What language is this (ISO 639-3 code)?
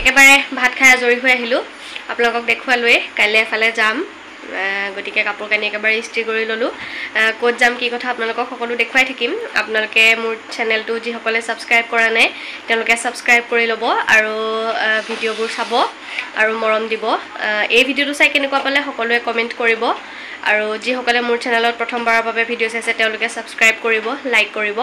asm